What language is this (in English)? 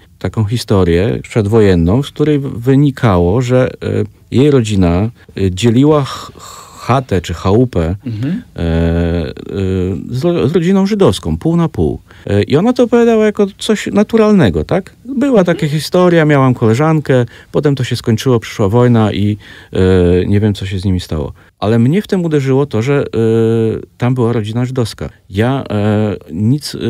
Polish